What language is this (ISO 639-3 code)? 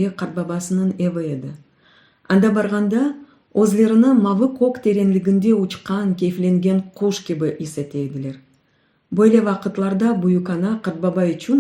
crh